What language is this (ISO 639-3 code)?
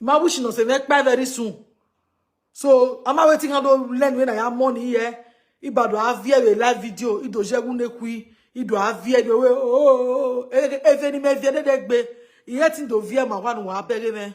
pcm